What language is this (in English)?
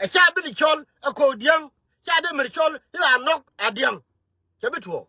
Nuer